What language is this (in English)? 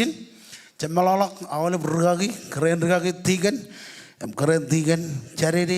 Marshallese